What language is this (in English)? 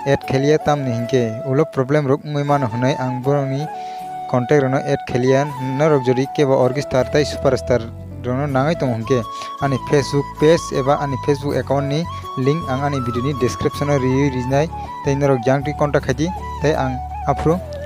Kok Borok